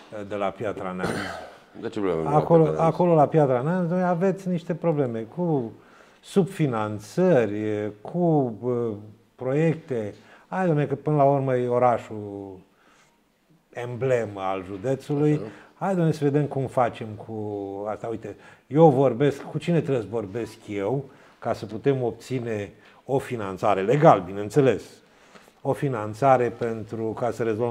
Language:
Romanian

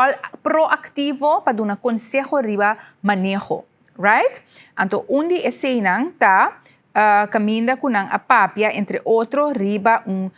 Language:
Papiamento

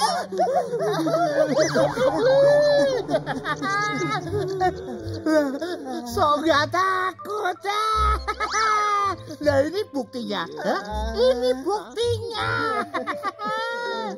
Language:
Indonesian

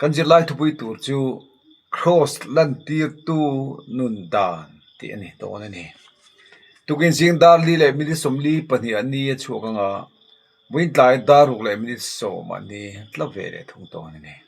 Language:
Mizo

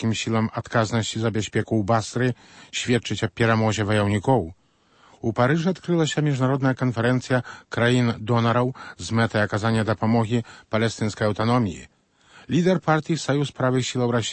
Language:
Belarusian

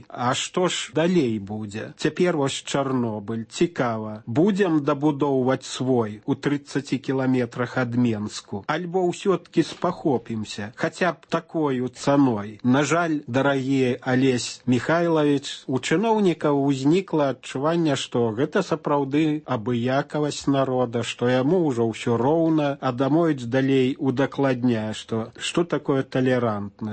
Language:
Belarusian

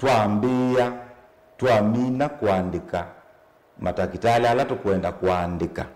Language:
Kamba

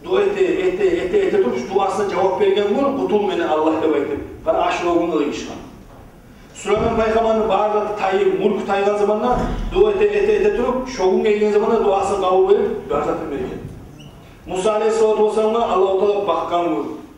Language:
Kumyk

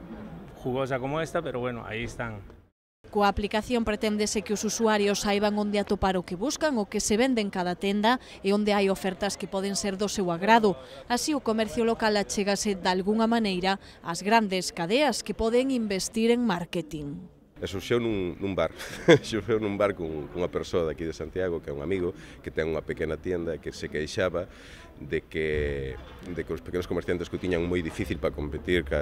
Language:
Galician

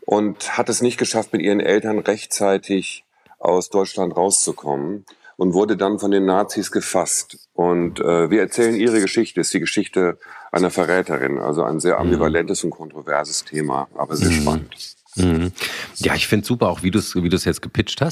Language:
German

